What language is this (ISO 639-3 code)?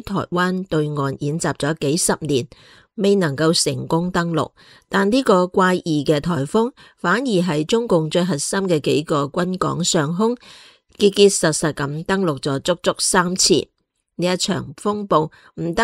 yue